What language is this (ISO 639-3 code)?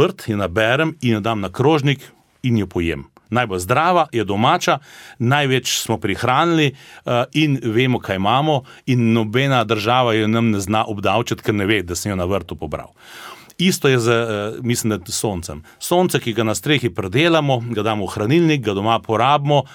slv